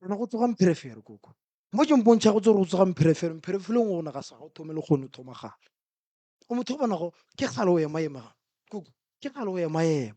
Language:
Northern Sotho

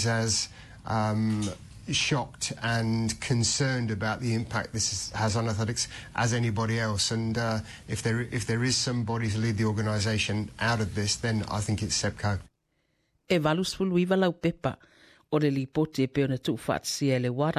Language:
Samoan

